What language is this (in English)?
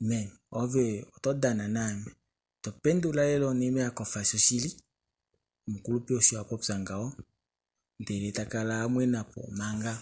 Kuanyama